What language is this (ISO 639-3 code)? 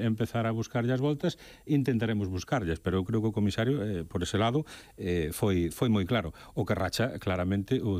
glg